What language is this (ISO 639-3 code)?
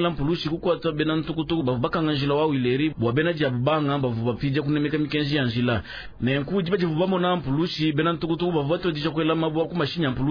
lua